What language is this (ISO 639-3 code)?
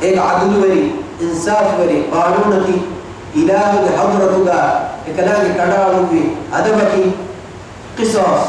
div